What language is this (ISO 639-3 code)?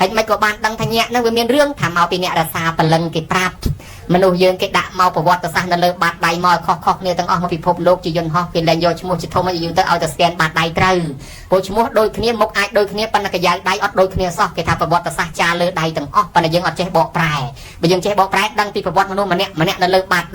khm